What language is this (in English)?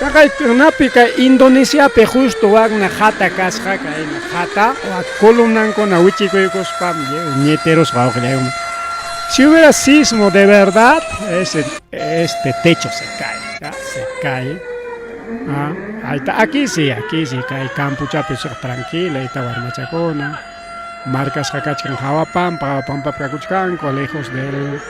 Ayacucho Quechua